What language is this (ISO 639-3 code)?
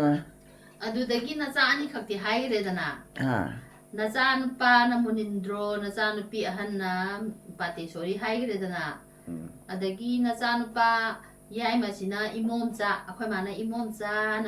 mni